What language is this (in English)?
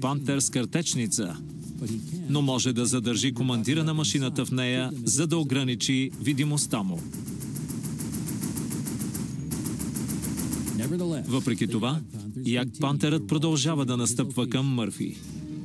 Bulgarian